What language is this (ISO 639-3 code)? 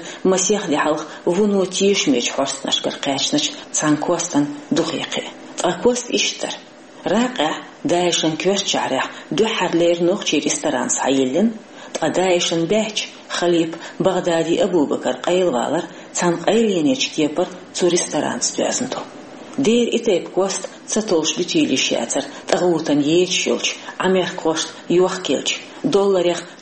che